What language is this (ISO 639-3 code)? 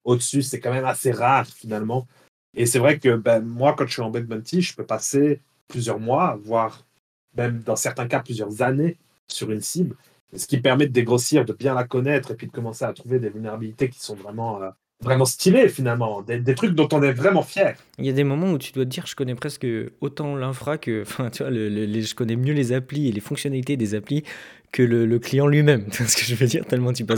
fra